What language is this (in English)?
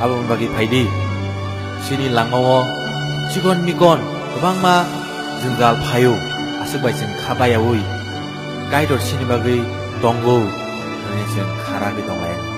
Kok Borok